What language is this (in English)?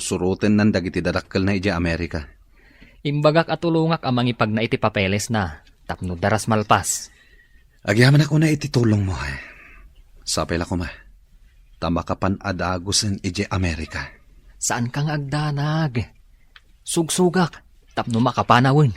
Iloko